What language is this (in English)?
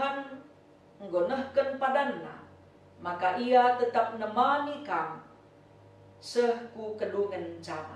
Batak Karo